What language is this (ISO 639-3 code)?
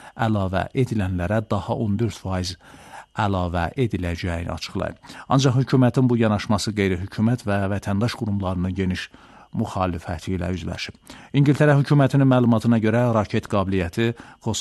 aze